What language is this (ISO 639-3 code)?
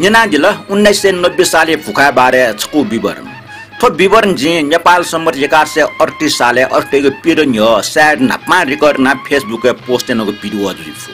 new